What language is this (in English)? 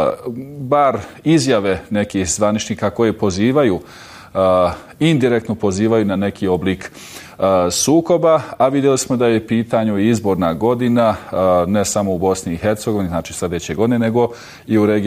Bosnian